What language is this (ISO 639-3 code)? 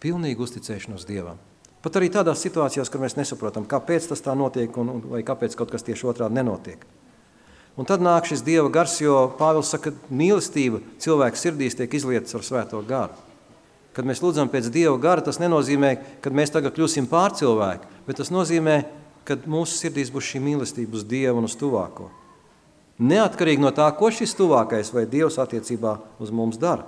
lav